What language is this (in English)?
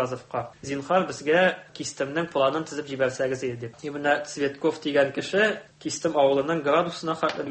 Tatar